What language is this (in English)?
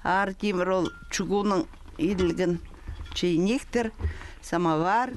Khakas